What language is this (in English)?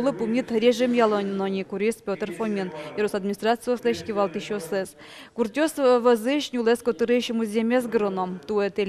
Udmurt